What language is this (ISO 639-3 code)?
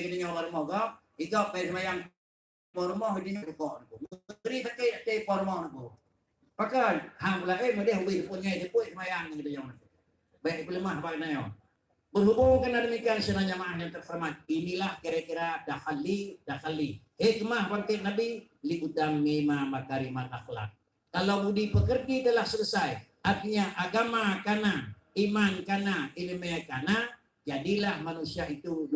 ace